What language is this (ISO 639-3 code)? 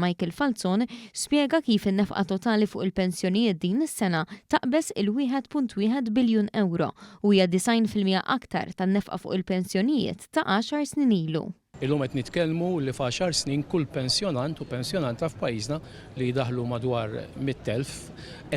mlt